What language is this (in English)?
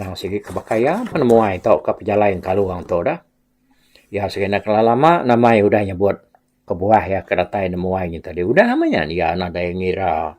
Iban